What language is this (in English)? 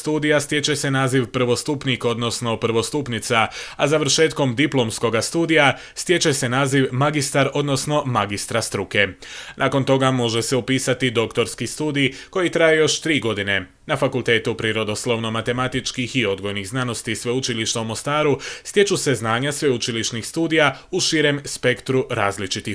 Croatian